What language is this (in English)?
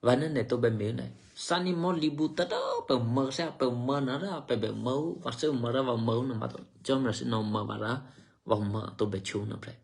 Eastern Kayah